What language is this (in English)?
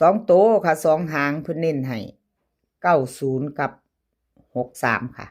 Northeastern Thai